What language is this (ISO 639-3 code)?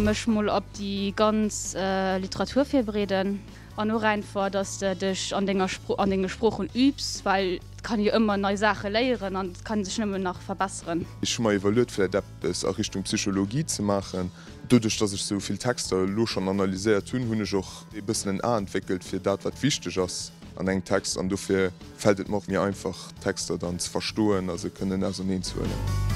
ltz